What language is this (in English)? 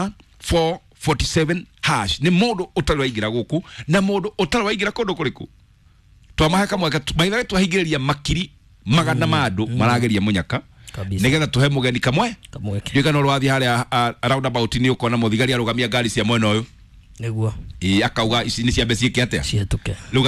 Kikuyu